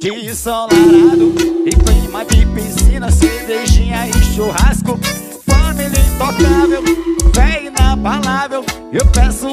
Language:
Portuguese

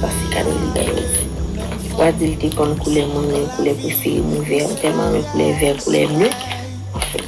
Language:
Haitian Creole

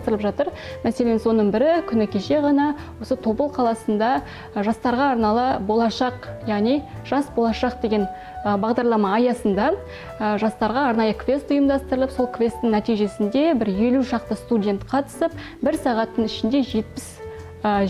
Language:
Kazakh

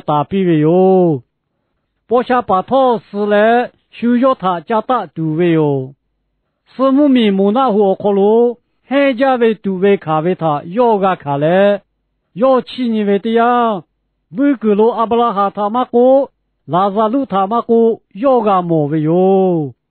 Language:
Lahu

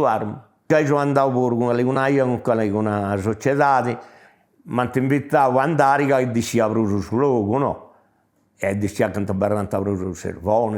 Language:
Sardinian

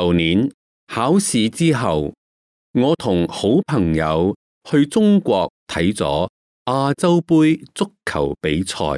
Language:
Cantonese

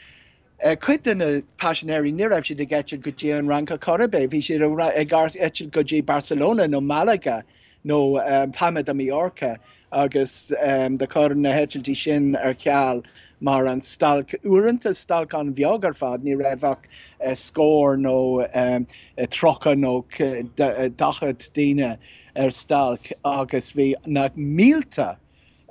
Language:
Irish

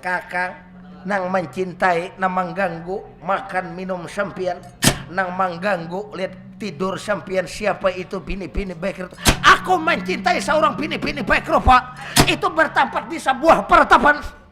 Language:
Banjar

